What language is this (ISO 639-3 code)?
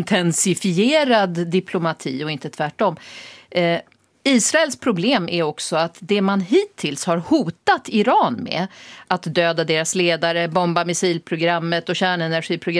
swe